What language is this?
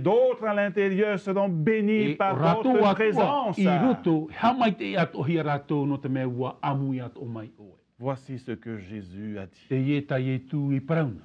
Tahitian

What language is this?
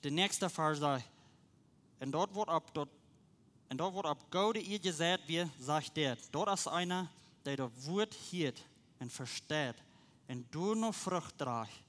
Plautdietsch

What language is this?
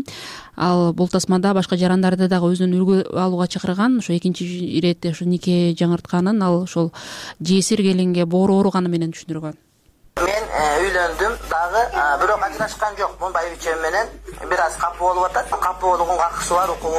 Kyrgyz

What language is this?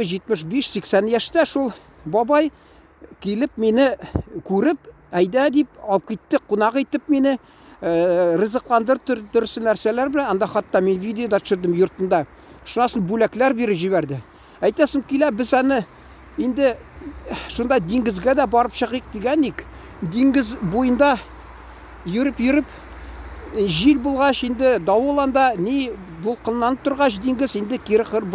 Tatar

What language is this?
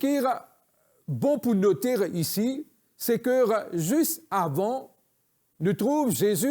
Morisyen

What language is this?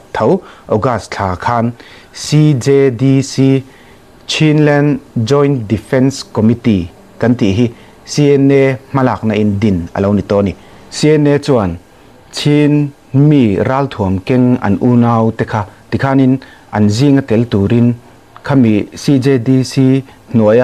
Mizo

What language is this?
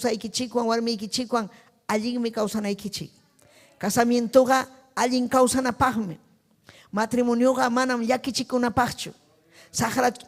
Ayacucho Quechua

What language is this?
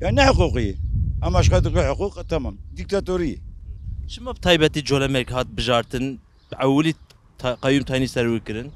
Kurdish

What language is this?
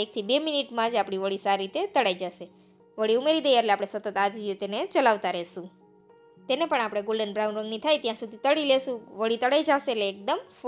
Gujarati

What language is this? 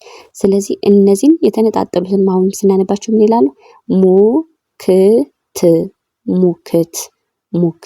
Amharic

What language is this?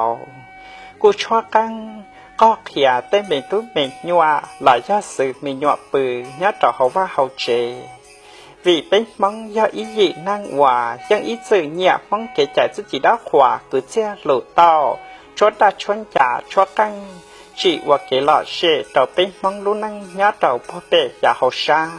Hmong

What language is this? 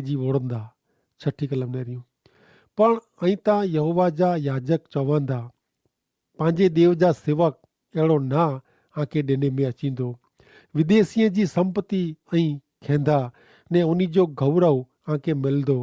Kachhi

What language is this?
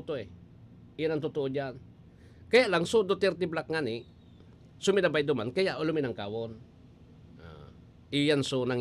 Bikol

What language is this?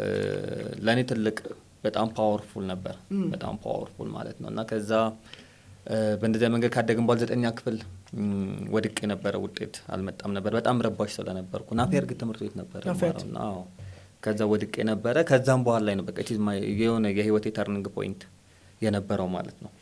Amharic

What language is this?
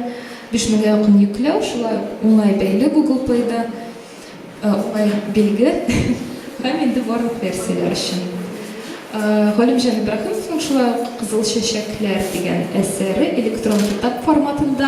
Tatar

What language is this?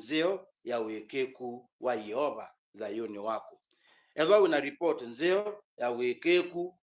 Kamba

